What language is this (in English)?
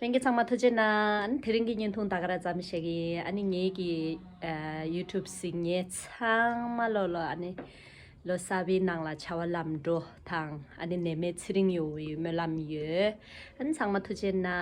Tibetan